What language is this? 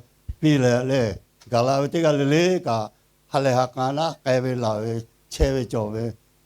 Lahu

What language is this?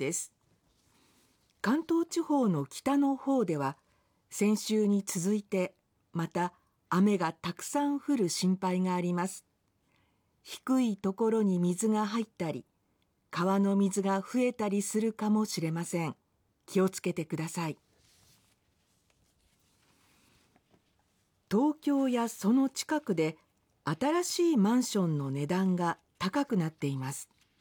Japanese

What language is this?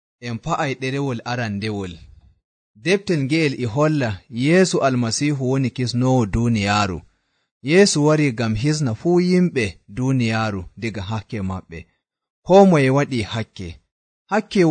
Nigerian Fulfulde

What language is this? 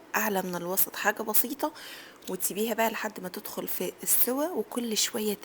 Egyptian Arabic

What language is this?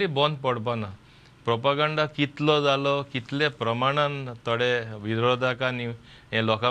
Konkani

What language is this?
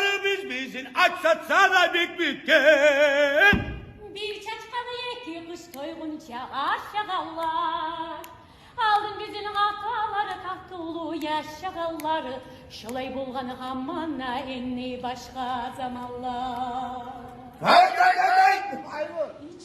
Kumyk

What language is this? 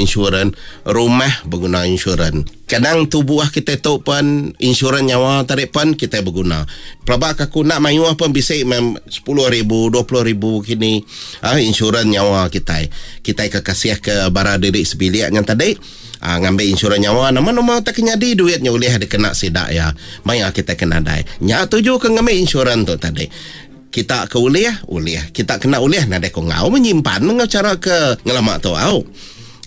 Iban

